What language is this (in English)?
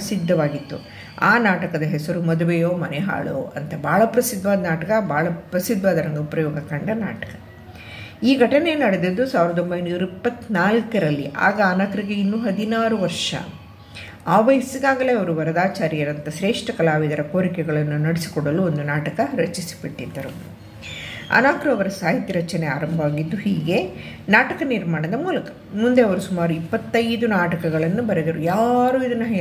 Kannada